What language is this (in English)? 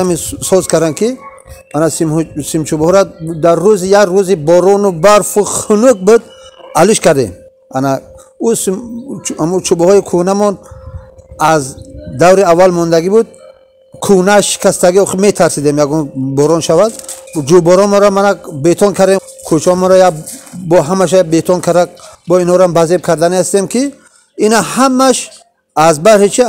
Tajik